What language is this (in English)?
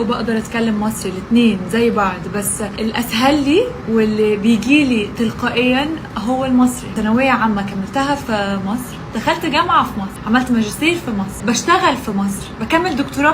Egyptian Arabic